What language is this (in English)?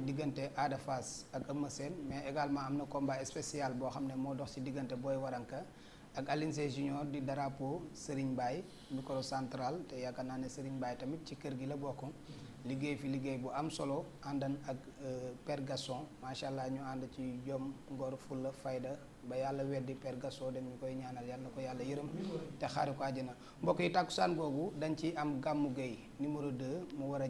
Wolof